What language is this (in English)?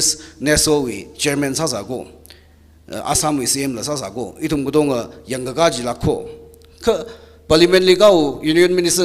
Tangkhul Naga (India)